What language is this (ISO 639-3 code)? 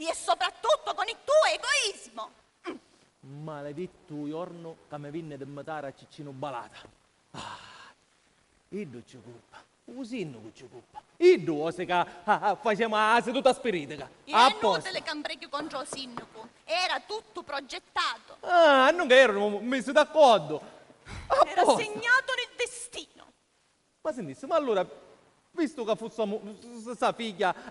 scn